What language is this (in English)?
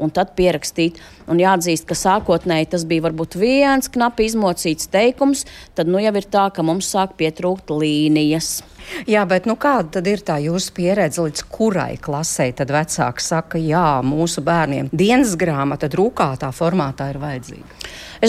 Latvian